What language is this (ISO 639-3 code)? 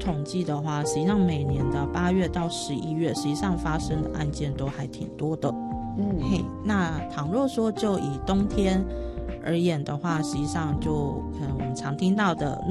zho